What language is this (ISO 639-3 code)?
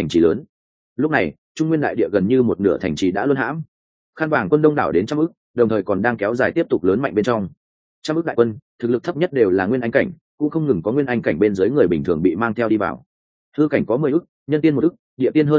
vie